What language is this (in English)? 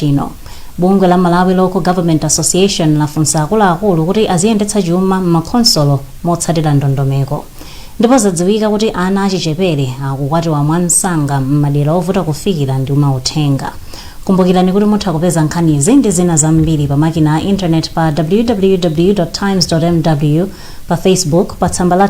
Nyanja